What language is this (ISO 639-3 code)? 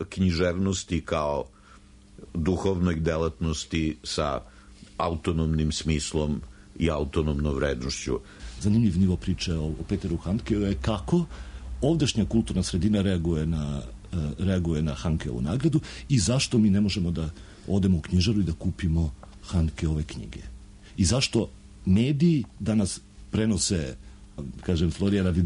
srp